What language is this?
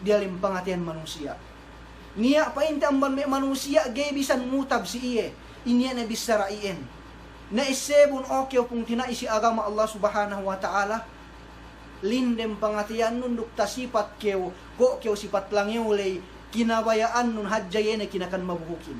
Yakan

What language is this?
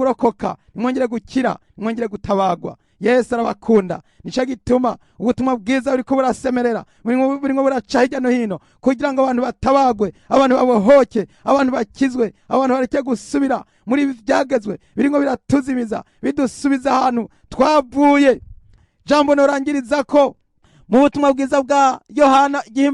Rundi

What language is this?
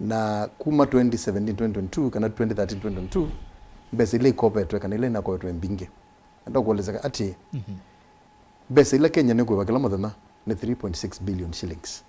Kamba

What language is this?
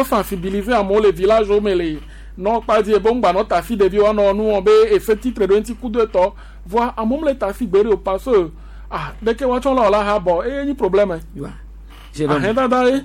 Gen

